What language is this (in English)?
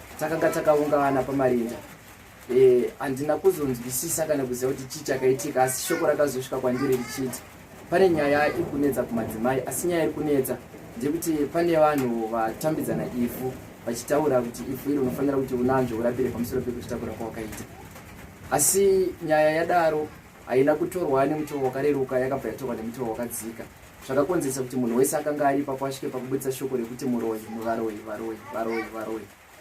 Shona